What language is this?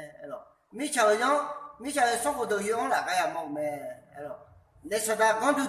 Akha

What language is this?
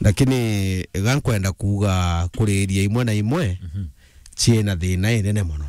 Meru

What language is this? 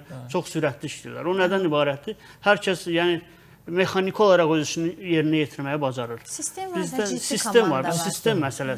Azerbaijani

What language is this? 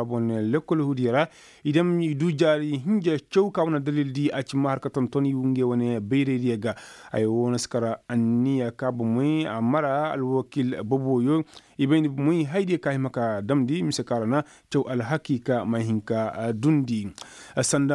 Koyraboro Senni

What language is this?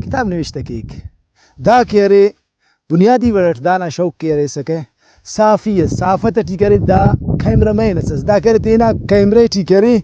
Brahui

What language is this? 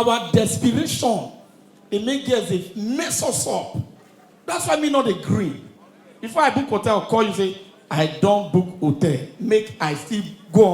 Nigerian Pidgin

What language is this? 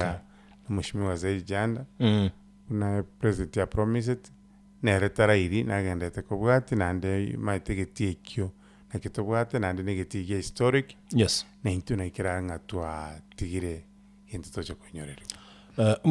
Gusii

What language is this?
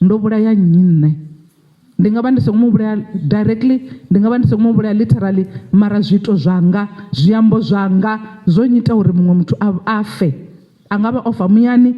Venda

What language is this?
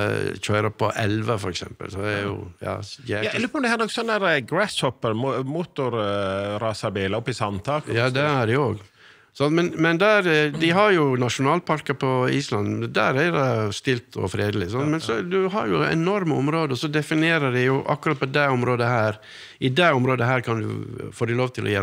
Norwegian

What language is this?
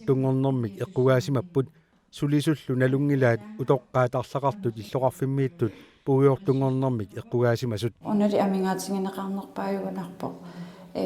Kalaallisut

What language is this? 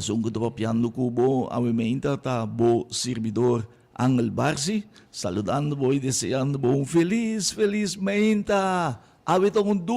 Papiamento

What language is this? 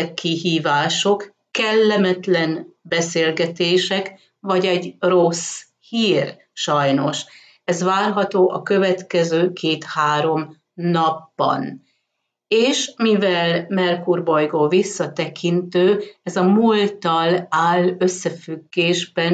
Hungarian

